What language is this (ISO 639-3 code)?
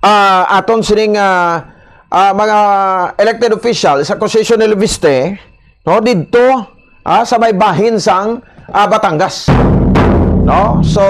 hil